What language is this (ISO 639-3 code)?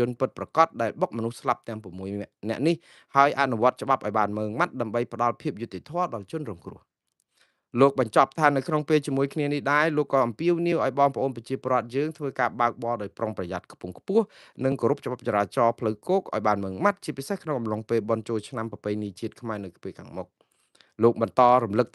khm